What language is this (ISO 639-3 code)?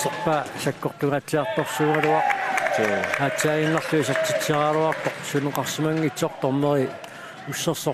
kal